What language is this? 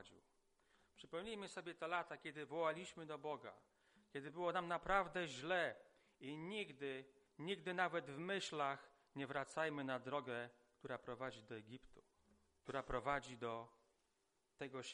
Polish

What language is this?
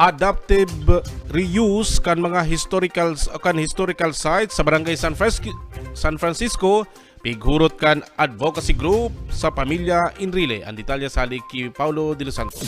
Bikol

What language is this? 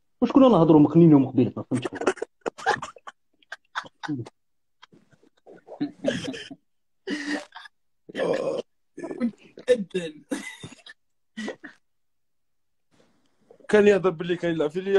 Algerian Arabic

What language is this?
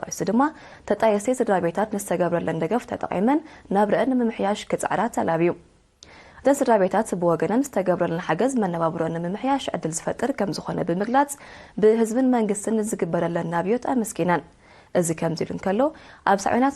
Tigrinya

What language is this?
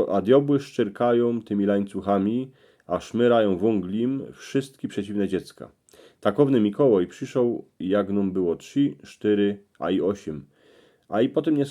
Silesian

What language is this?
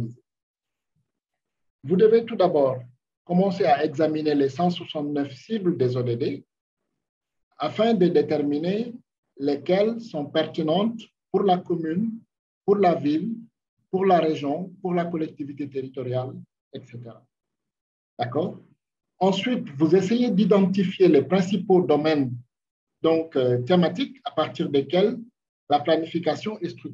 French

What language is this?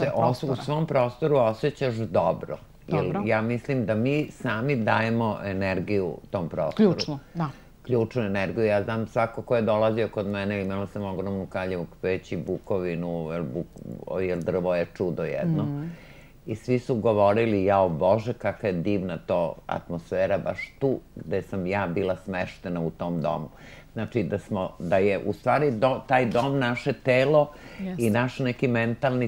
Serbian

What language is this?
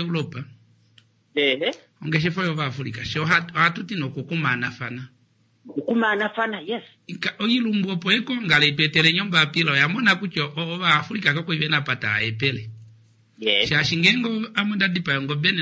Kuanyama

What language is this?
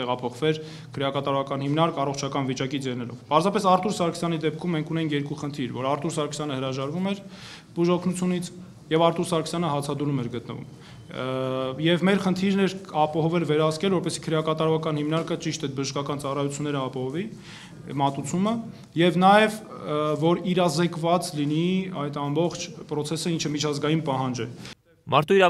Armenian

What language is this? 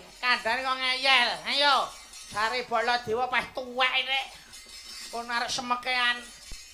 Javanese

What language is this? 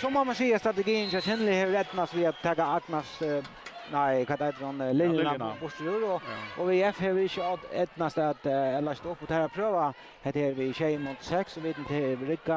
Faroese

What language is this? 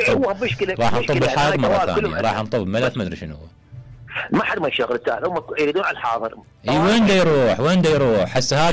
Mesopotamian Arabic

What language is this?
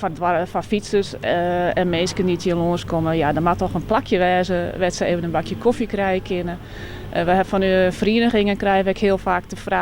Western Frisian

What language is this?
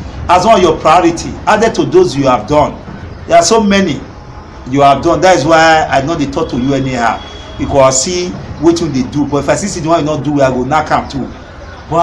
Nigerian Pidgin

